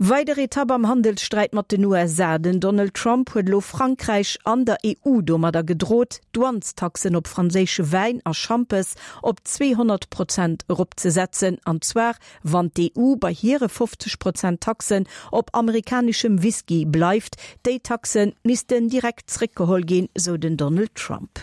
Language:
Luxembourgish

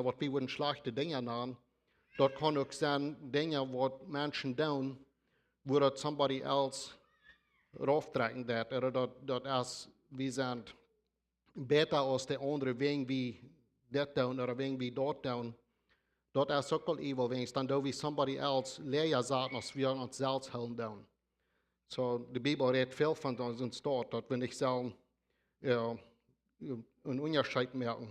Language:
Plautdietsch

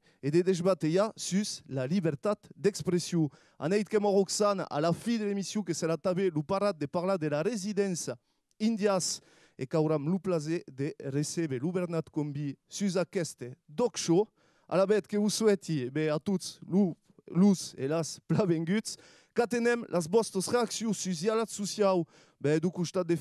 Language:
Occitan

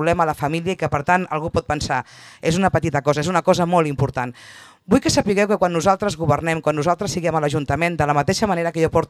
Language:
Catalan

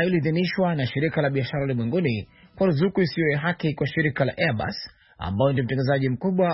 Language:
Swahili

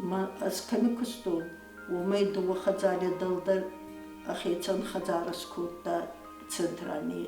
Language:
Ossetic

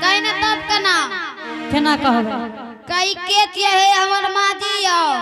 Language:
Angika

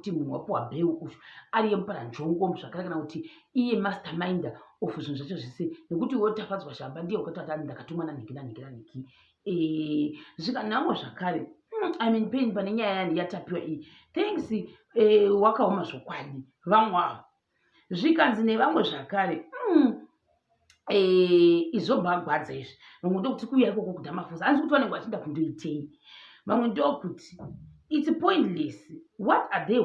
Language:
Shona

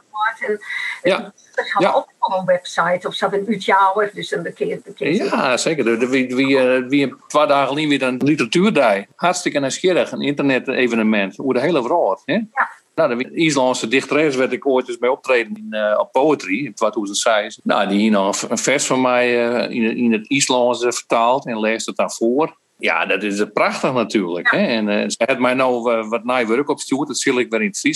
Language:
Western Frisian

